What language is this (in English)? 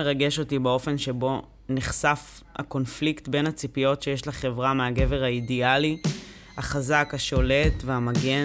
Hebrew